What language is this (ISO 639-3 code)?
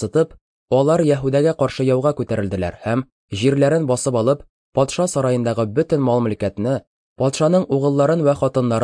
tat